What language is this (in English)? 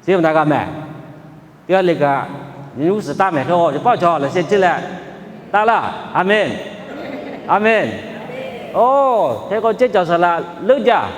Lahu